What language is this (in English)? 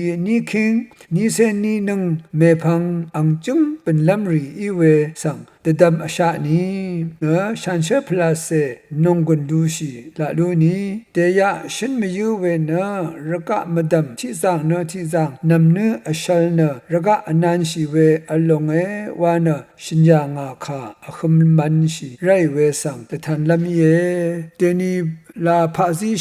Rawang